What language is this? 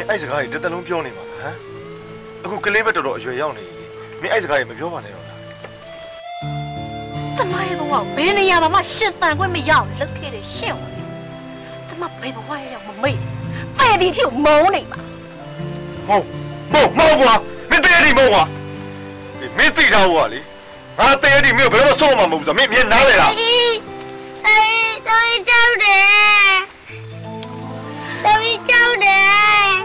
Burmese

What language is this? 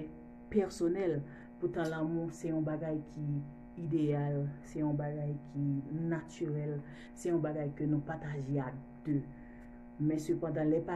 Haitian Creole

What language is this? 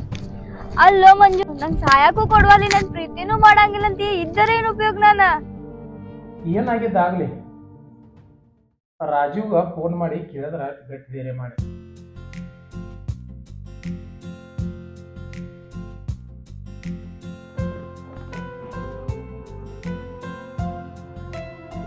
Kannada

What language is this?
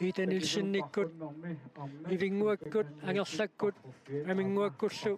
Kalaallisut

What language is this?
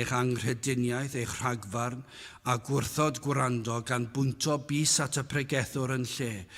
Welsh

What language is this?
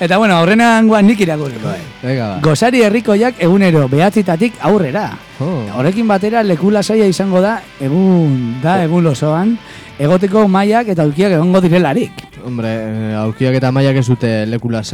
Basque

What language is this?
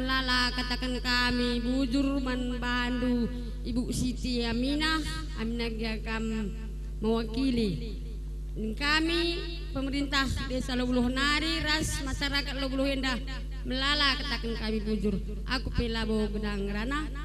Batak Karo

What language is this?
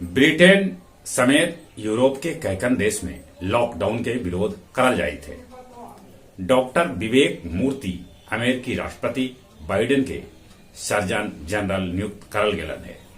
Magahi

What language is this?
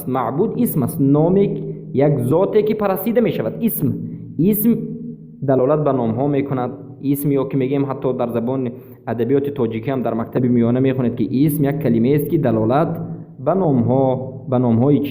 Persian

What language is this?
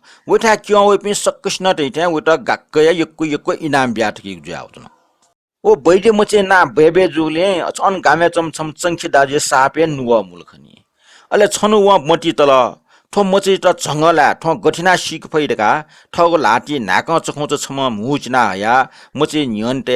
Newari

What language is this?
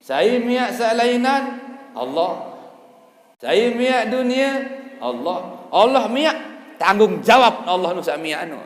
Sasak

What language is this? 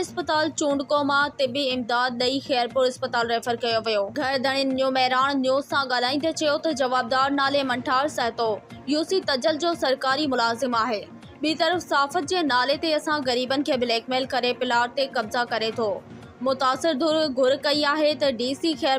Sindhi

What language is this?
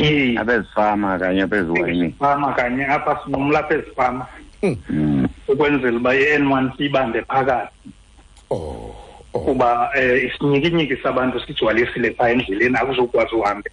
Xhosa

